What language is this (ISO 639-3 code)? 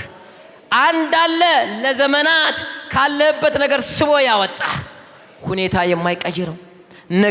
amh